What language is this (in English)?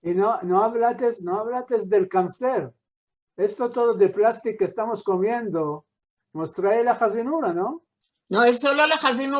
Ladino